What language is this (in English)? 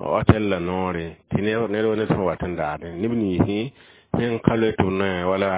Mossi